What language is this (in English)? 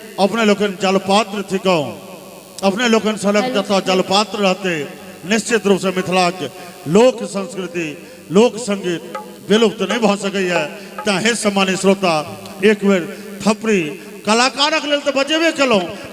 Maithili